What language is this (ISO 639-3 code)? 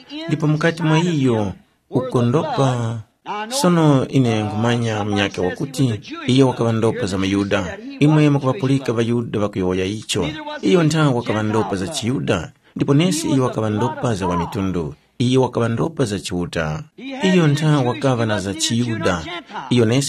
tum